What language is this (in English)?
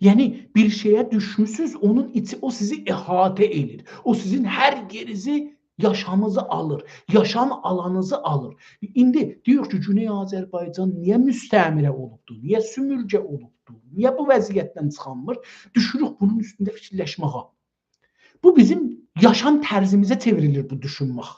South Azerbaijani